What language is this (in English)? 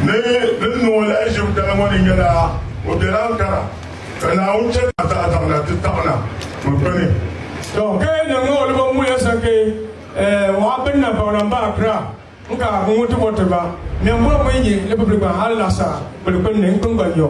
Dagbani